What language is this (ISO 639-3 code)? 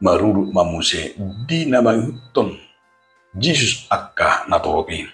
bbc